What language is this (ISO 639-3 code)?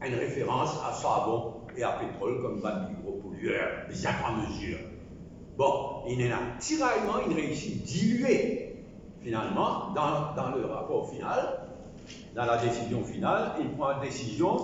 mfe